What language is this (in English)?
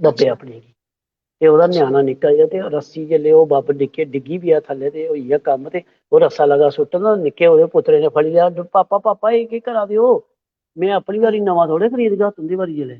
Dogri